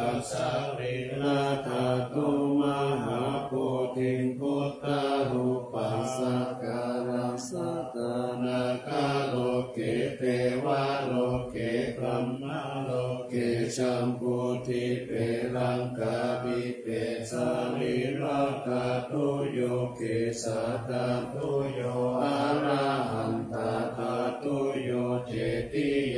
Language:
Pali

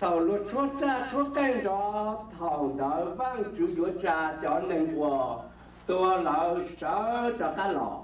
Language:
Hmong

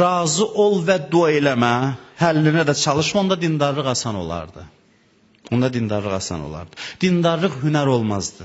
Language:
Azerbaijani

